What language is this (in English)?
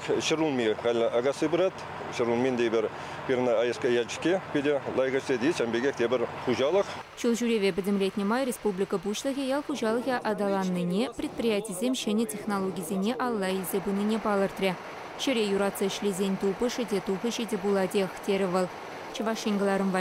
Chuvash